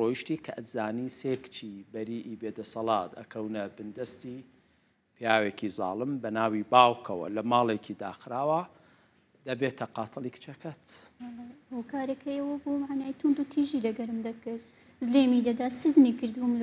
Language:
Central Kurdish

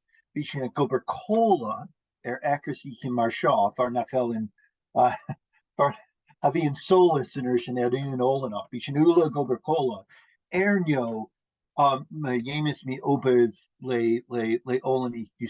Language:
Scottish Gaelic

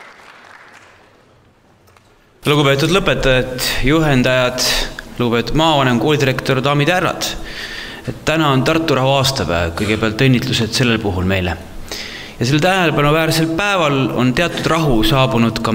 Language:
Estonian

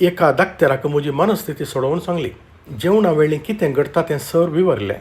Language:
Konkani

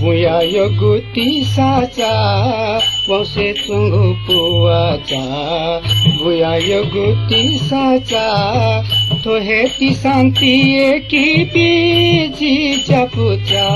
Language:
Newari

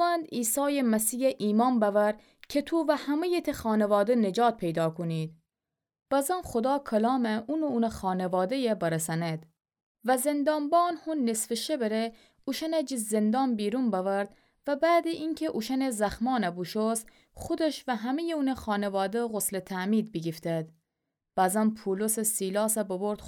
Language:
Gilaki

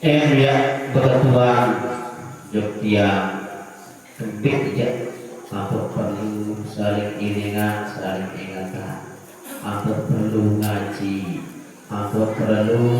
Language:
Sasak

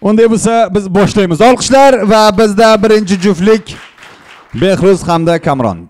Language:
Uzbek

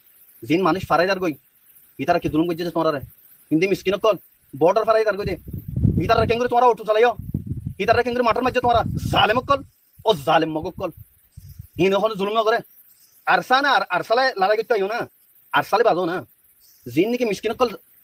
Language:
Rohingya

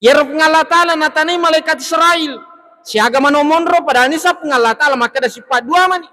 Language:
Buginese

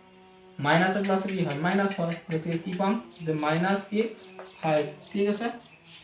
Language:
Assamese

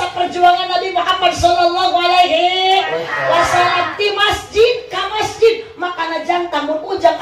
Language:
Sundanese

